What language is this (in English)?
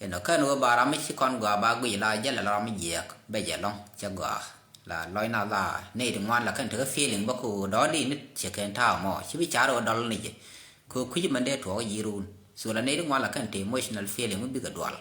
Nuer